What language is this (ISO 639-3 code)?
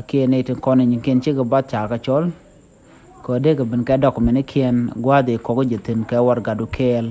nus